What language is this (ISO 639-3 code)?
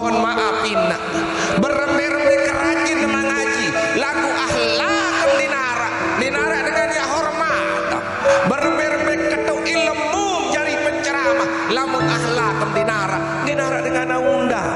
sas